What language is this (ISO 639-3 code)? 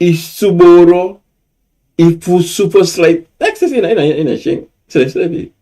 srn